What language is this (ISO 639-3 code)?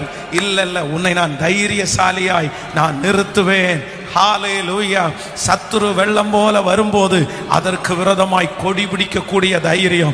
tam